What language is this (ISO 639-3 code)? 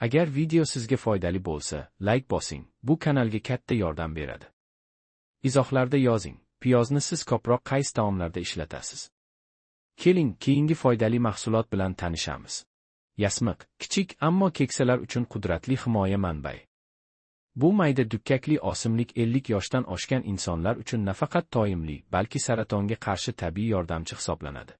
uzb